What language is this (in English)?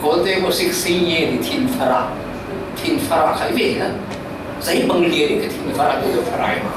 Falam Chin